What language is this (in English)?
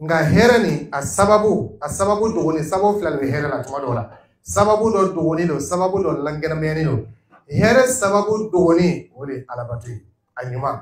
Dyula